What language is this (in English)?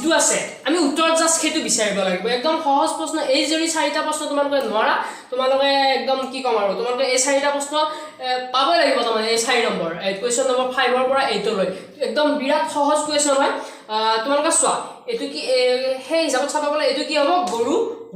Assamese